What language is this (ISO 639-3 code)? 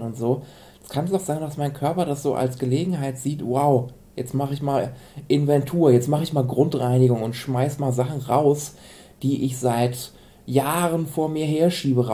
deu